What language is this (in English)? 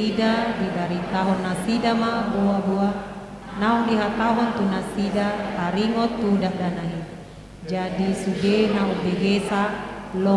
Batak Toba